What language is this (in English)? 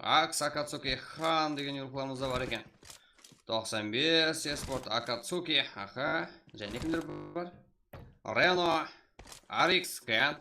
Kara-Kalpak